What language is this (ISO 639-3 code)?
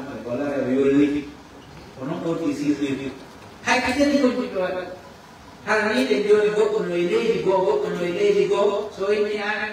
ful